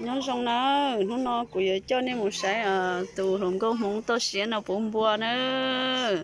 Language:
Hmong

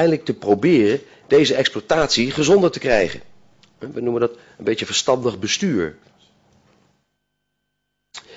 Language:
Dutch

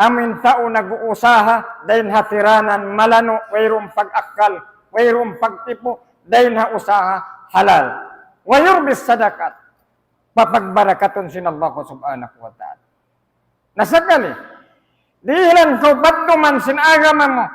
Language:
Tausug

